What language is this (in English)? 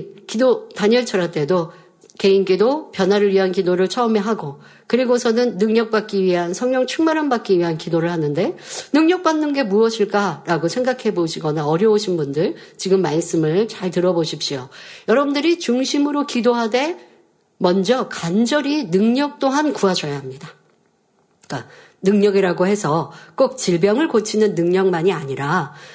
Korean